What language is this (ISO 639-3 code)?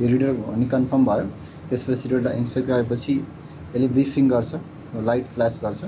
nep